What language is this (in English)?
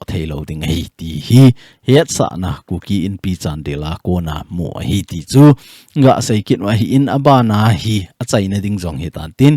Thado Chin